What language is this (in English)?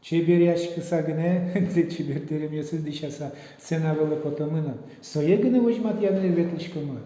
Udmurt